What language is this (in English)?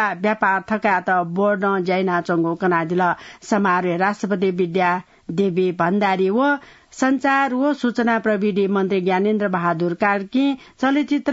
Newari